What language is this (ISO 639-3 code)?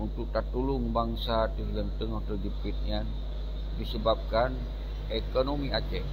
ace